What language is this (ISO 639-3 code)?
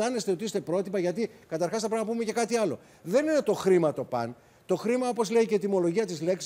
ell